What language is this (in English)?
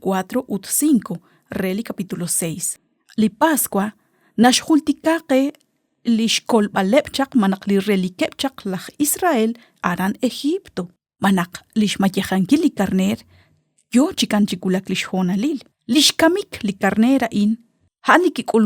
Kekchí